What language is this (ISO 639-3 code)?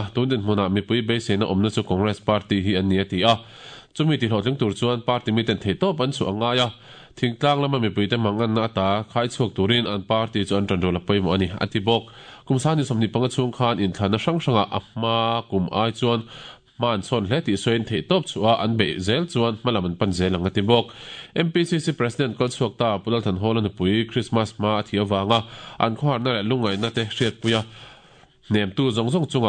lus